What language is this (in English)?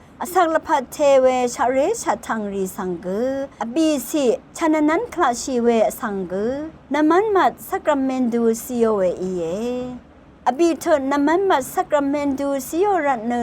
Rawang